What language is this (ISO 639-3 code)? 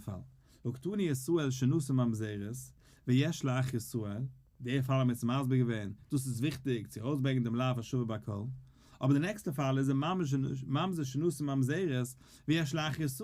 yid